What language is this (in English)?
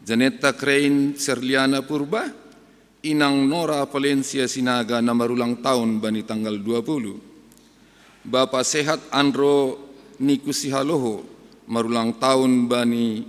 Batak Simalungun